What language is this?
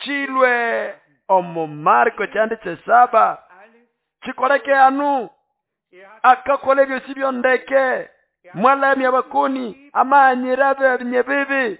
Nande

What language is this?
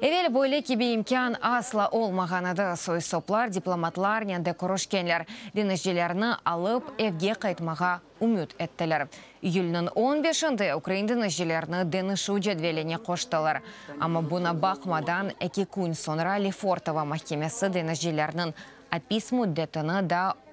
Crimean Tatar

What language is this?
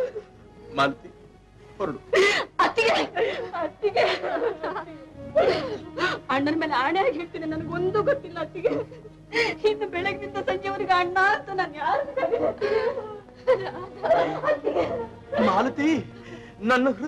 Kannada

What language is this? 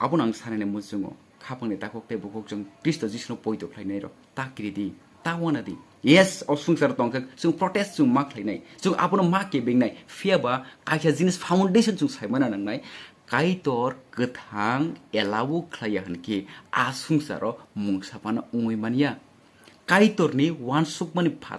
Kok Borok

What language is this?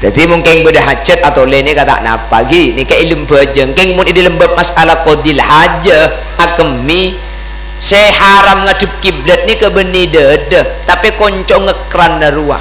Madurese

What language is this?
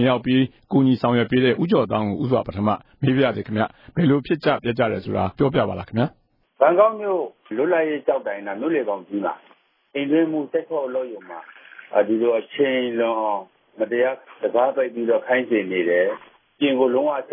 Burmese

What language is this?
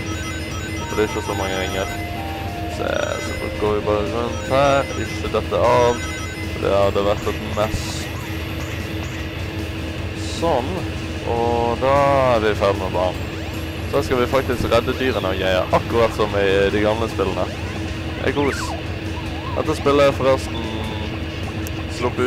Norwegian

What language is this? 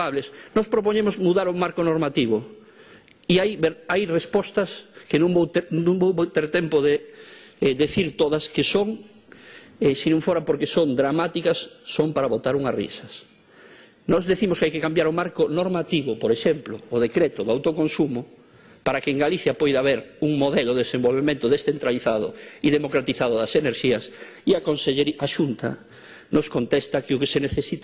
Galician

